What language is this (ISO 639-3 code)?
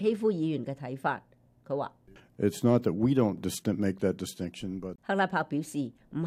yue